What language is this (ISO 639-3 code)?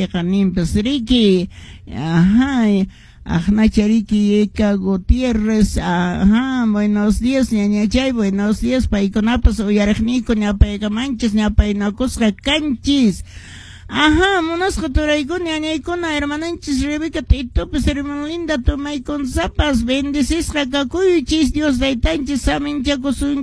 que